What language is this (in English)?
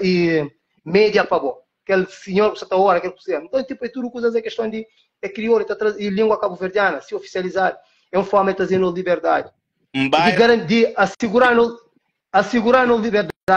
Kabuverdianu